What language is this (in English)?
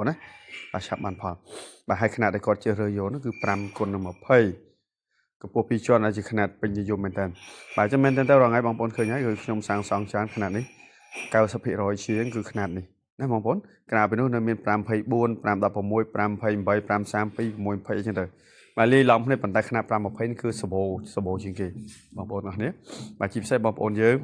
Khmer